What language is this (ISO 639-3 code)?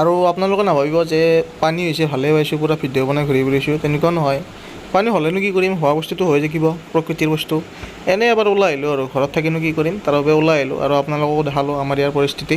asm